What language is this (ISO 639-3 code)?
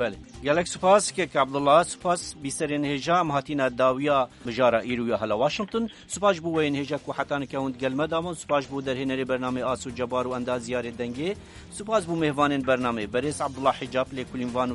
kur